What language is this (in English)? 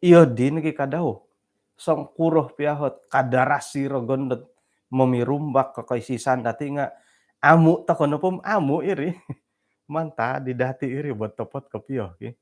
Central Dusun